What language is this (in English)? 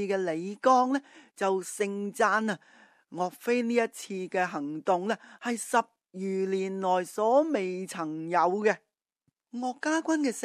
Cantonese